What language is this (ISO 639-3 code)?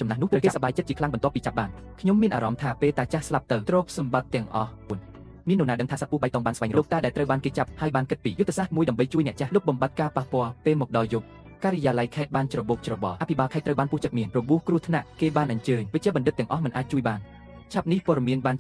khm